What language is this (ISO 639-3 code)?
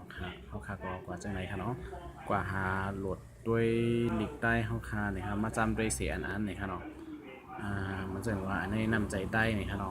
shn